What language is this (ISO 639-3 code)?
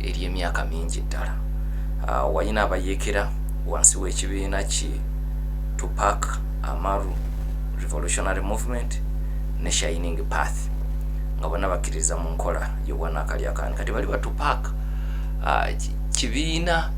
lug